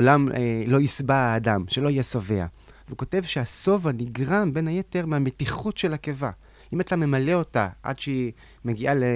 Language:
Hebrew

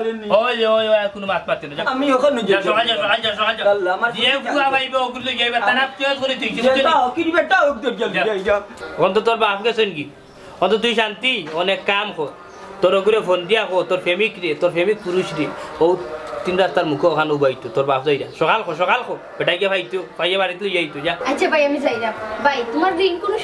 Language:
Sylheti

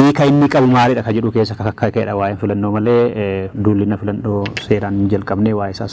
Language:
Oromo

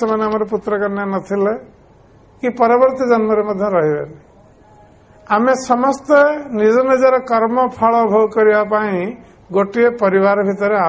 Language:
Odia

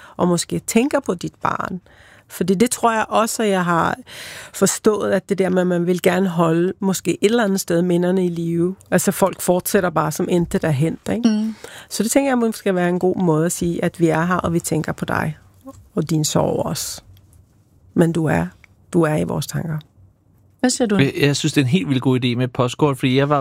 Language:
Danish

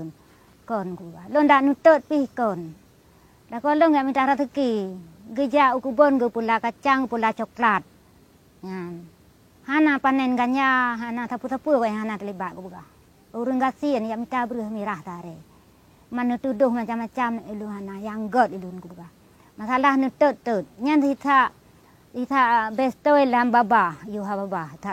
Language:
Achinese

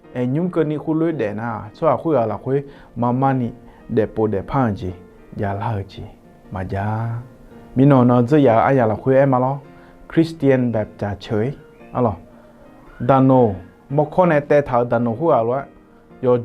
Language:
Akha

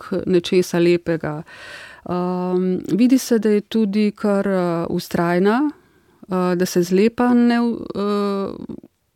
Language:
Slovenian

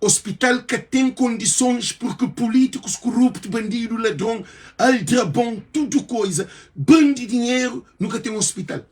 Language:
Kabuverdianu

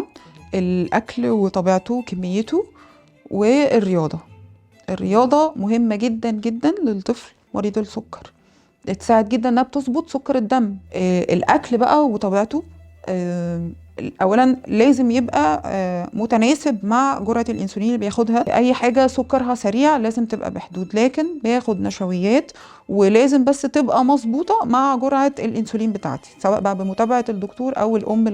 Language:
Egyptian Arabic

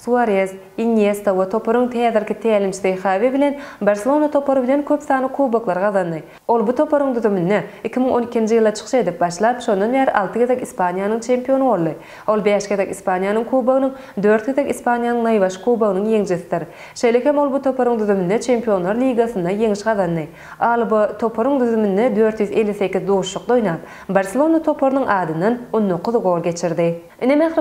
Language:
Turkmen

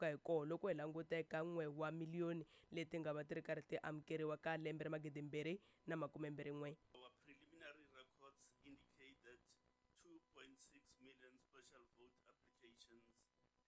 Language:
Tsonga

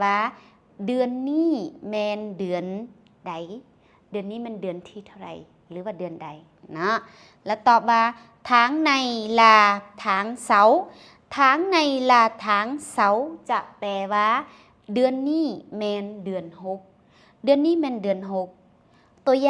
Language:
Lao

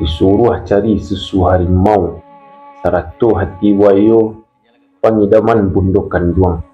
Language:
Minangkabau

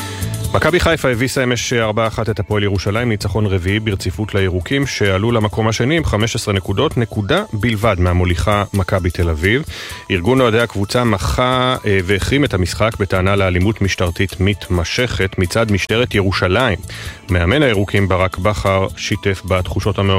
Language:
Hebrew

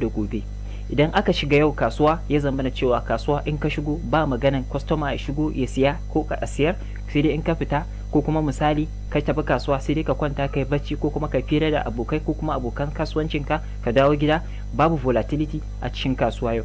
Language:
Hausa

